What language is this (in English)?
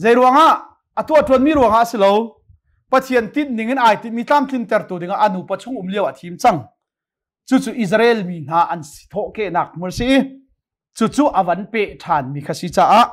Hakha Chin